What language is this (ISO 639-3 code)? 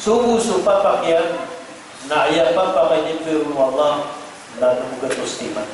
mrw